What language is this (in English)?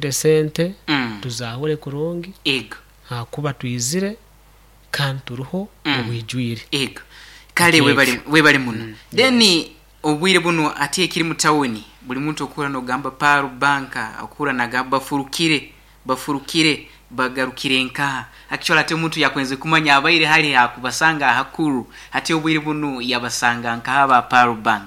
Nyankole